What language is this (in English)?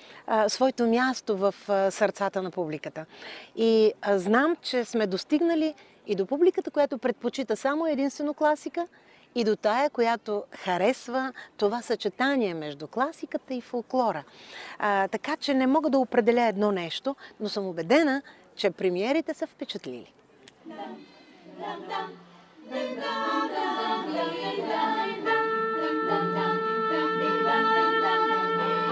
Bulgarian